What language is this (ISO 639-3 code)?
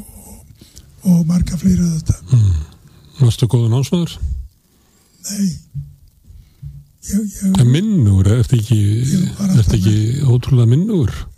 isl